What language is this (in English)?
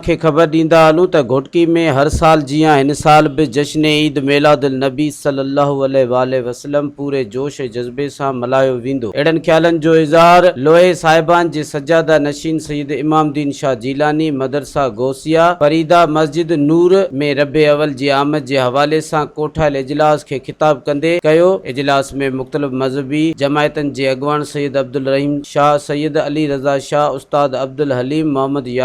Sindhi